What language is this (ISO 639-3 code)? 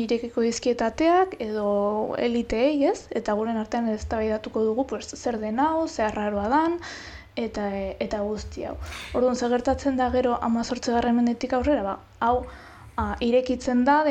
eus